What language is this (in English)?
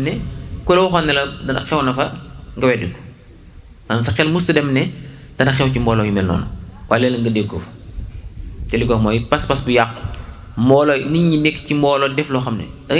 Wolof